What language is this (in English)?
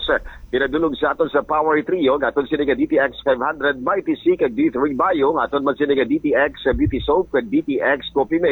Hiligaynon